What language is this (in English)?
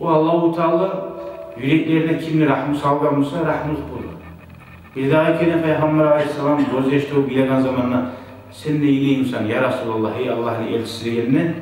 Kumyk